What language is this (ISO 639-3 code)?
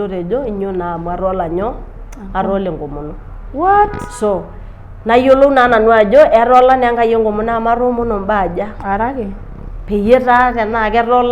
mas